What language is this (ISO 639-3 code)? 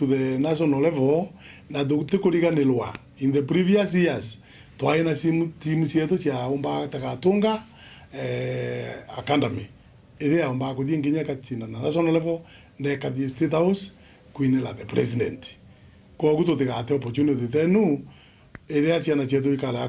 mer